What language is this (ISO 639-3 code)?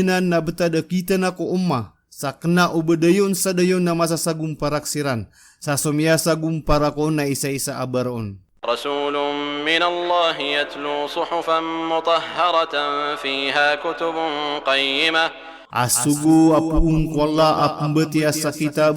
mrw